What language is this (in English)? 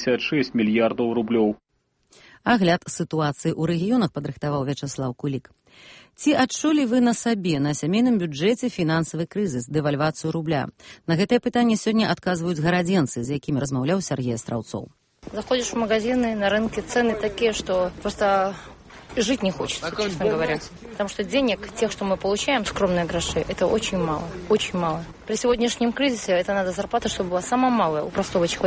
Belarusian